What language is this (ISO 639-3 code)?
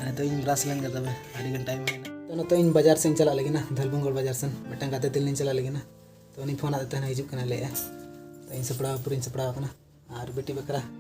sat